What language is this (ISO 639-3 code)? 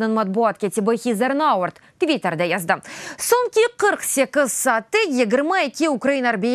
crh